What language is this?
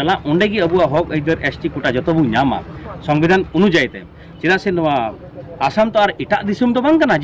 Santali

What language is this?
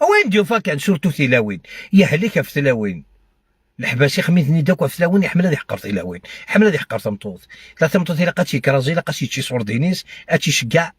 Algerian Arabic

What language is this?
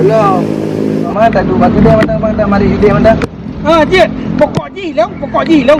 Achinese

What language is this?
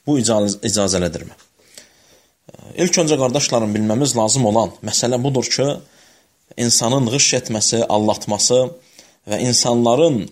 Azerbaijani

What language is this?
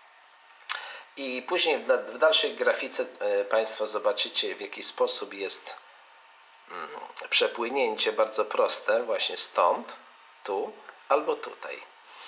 Polish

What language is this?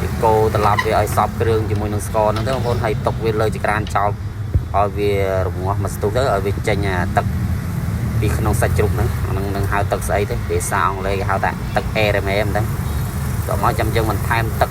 Khmer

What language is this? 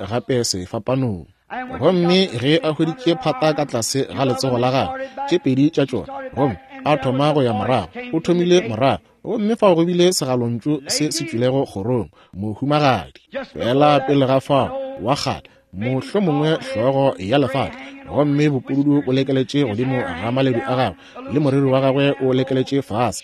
Northern Sotho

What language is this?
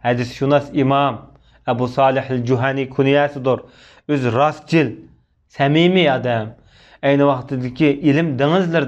Uyghur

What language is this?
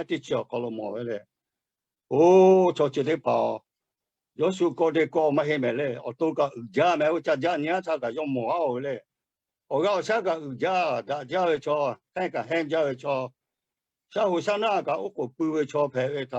Lahu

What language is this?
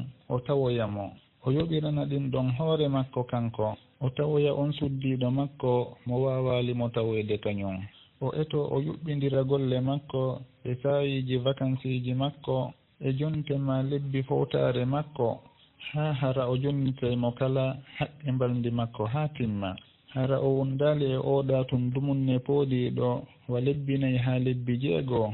Fula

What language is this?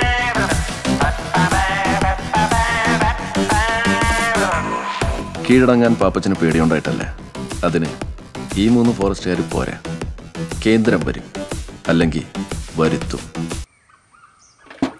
Malayalam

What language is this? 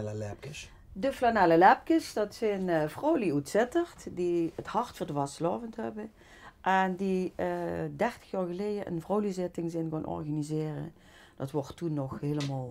Limburgish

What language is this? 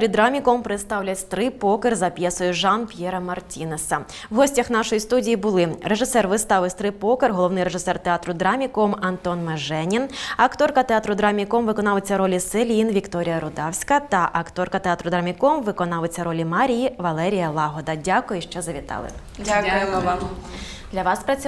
Ukrainian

